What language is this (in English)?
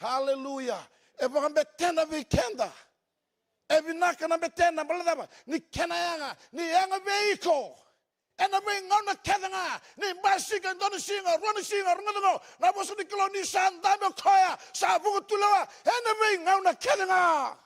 Fijian